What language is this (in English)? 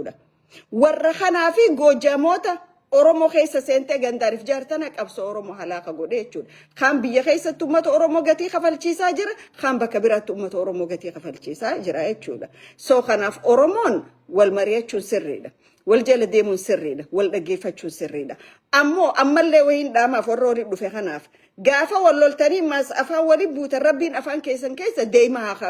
Oromo